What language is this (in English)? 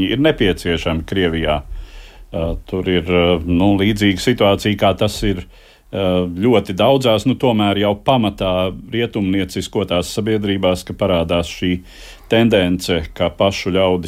Latvian